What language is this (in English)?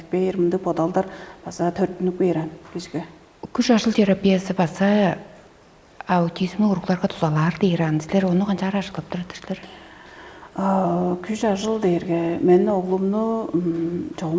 Tuvinian